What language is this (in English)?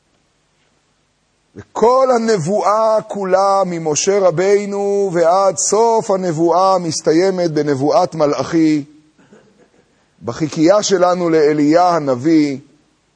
Hebrew